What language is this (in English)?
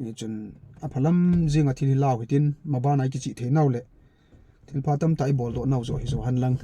Thado Chin